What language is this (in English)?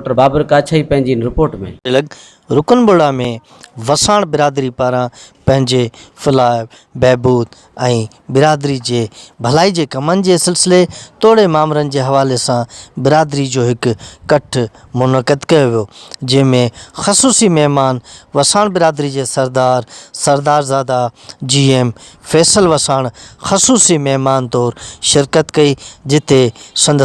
Sindhi